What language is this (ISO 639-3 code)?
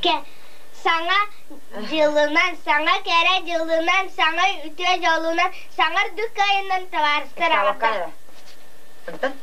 sah